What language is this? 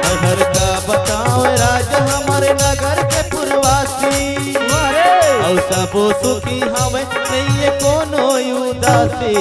Chhattisgarhi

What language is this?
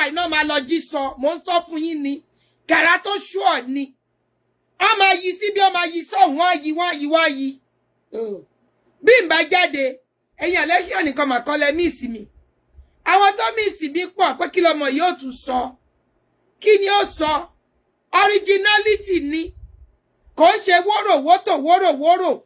Yoruba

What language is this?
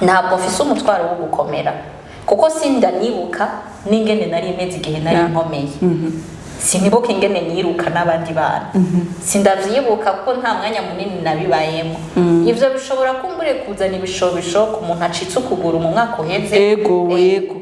Rundi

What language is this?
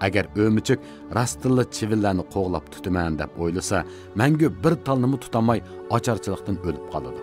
Uyghur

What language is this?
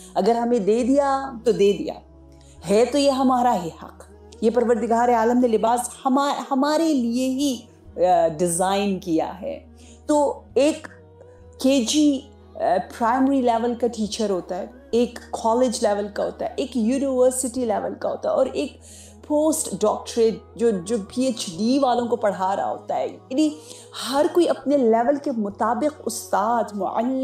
Urdu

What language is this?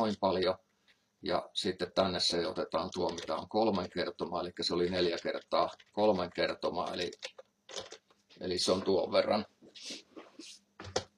Finnish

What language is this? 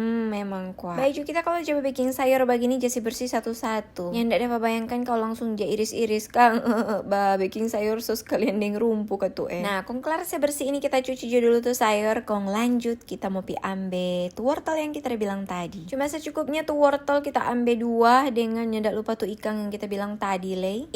Manado Malay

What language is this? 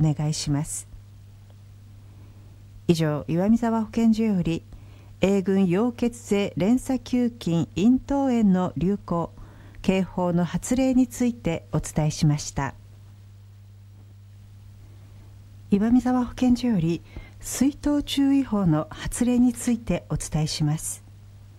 Japanese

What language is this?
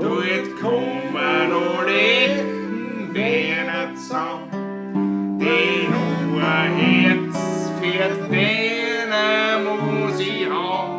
Bavarian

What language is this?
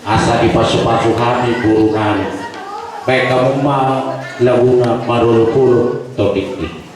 Batak Toba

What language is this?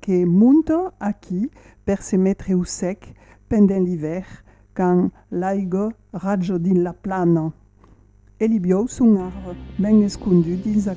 Occitan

